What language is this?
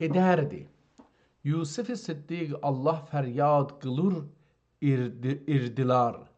South Azerbaijani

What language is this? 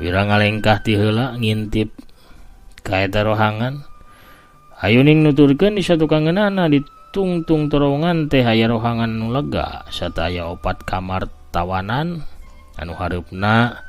Sundanese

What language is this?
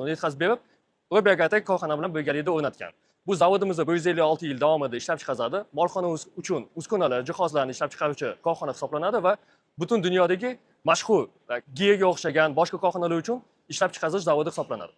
Uzbek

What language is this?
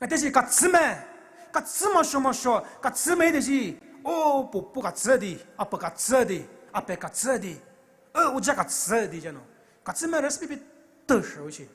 Poumei Naga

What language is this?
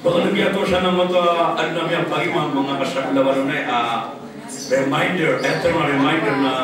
Maranao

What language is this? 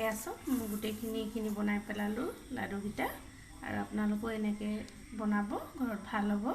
Assamese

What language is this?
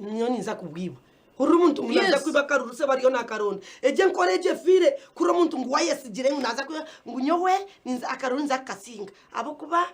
Nyankole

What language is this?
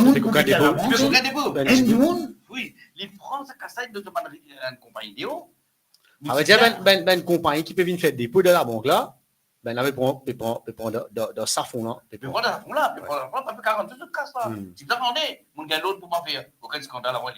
Morisyen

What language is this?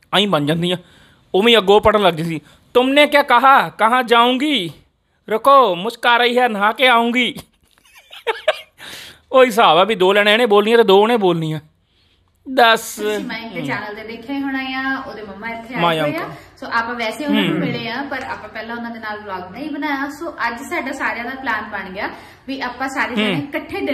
Punjabi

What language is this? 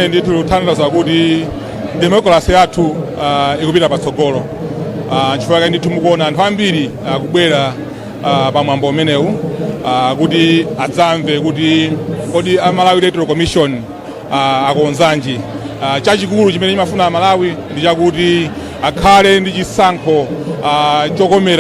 Nyanja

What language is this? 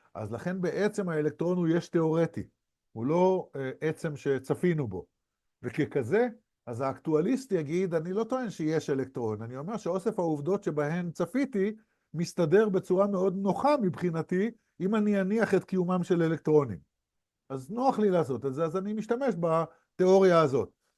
Hebrew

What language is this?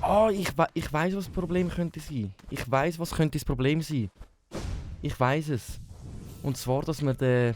Swiss German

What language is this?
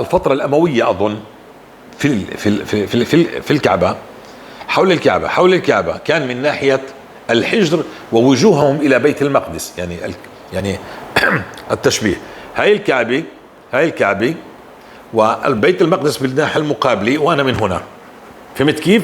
North Levantine Arabic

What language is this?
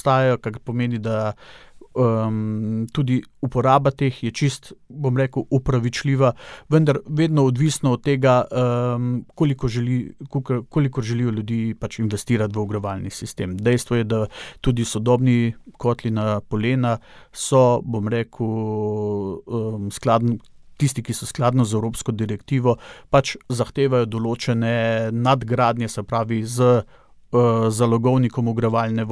Slovenian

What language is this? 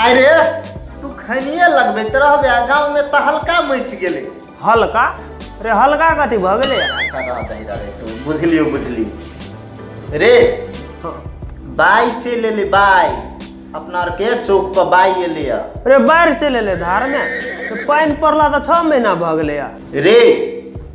Maithili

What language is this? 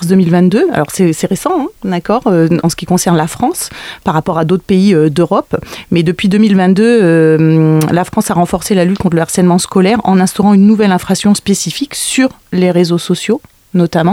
French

